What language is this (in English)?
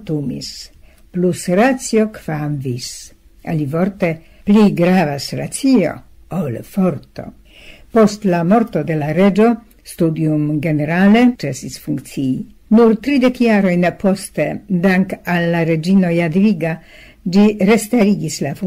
Esperanto